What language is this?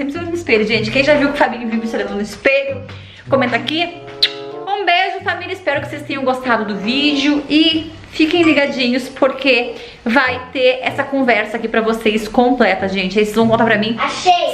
Portuguese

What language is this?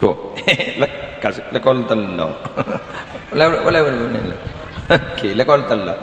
Madurese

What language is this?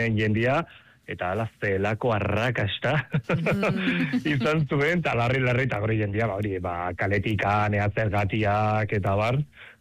Basque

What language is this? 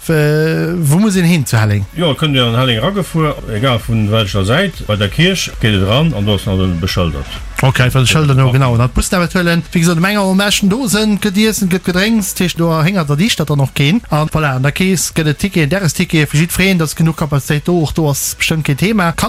Luxembourgish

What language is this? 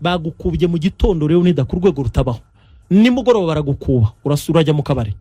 Kinyarwanda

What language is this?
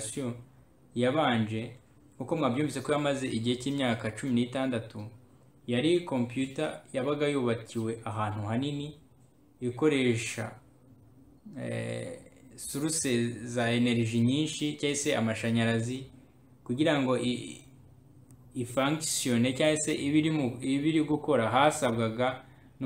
Kinyarwanda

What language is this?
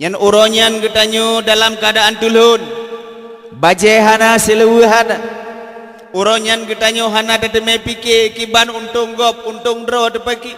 Achinese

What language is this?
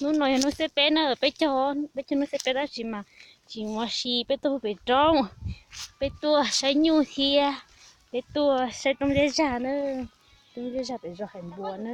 Hmong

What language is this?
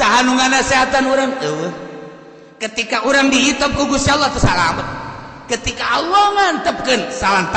Sundanese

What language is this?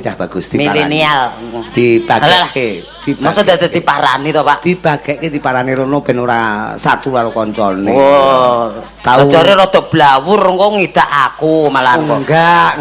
Javanese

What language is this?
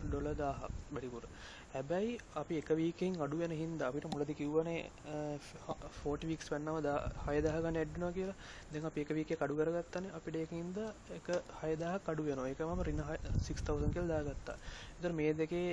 Sinhala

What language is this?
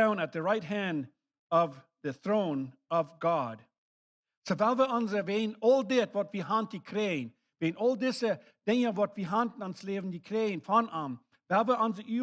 Plautdietsch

